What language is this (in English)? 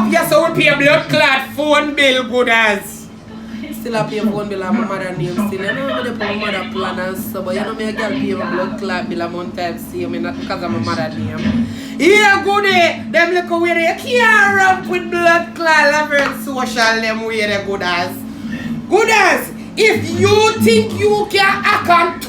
Jamaican Creole English